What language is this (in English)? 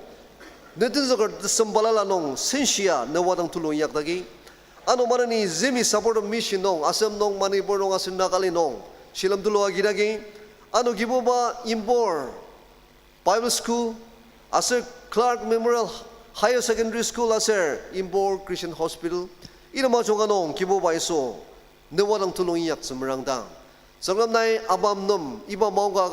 Ao Naga